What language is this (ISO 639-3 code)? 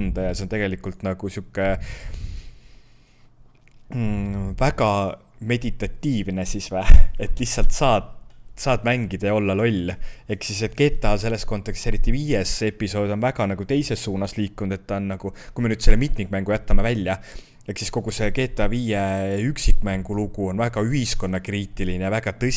est